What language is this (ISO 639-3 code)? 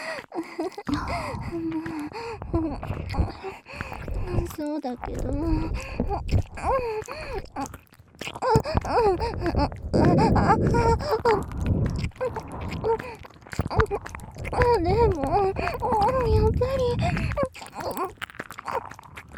jpn